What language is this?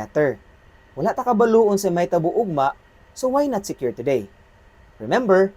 Cebuano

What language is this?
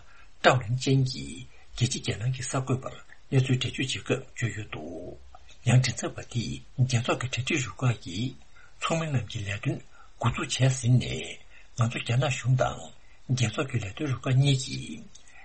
Tibetan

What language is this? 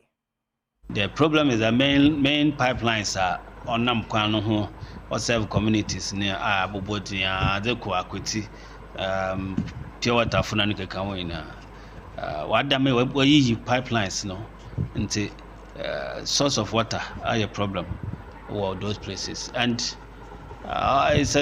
Akan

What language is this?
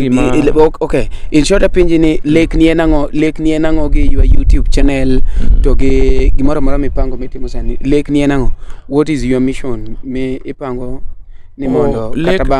Luo (Kenya and Tanzania)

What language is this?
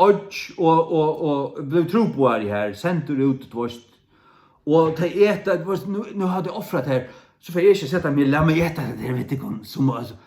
Faroese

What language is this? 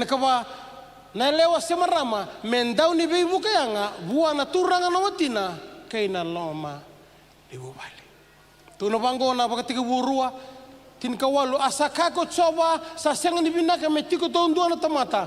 Fijian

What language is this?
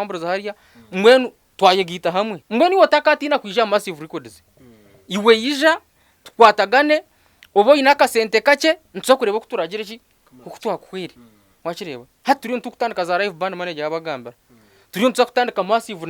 Nyankole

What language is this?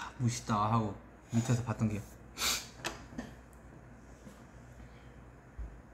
Korean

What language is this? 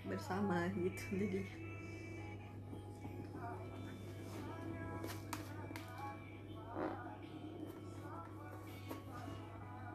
Indonesian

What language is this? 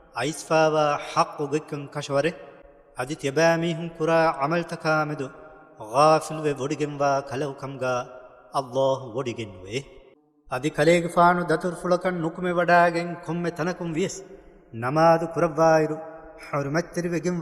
Divehi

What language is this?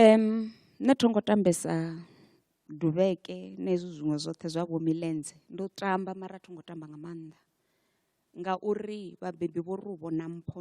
Venda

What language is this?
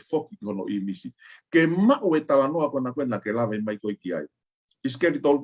Tongan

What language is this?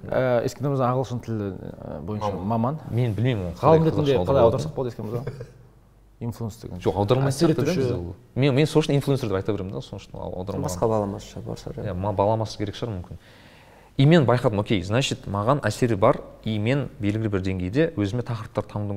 Kazakh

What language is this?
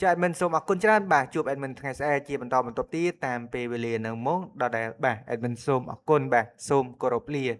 Khmer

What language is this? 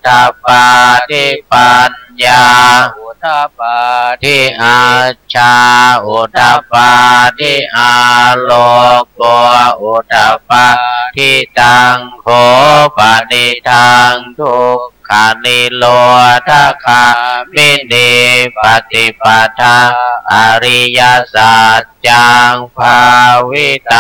Pali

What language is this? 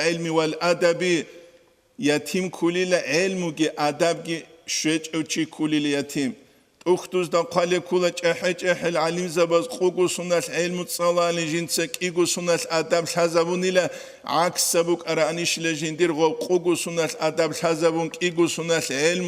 Avaric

